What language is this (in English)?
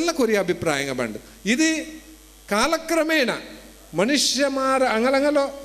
Kannada